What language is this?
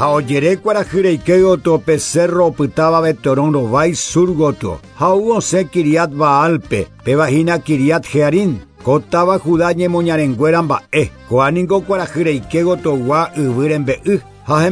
Guarani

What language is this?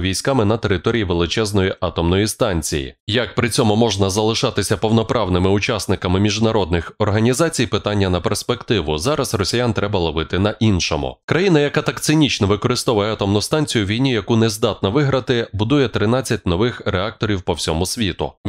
Ukrainian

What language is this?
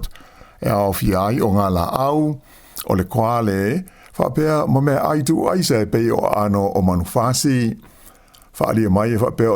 Samoan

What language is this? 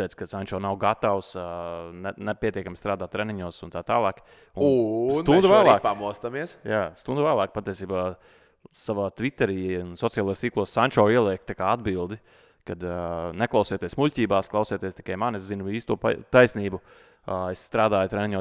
Latvian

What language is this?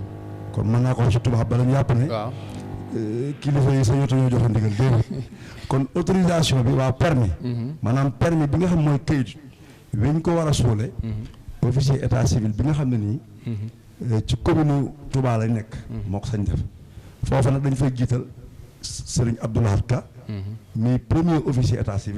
Wolof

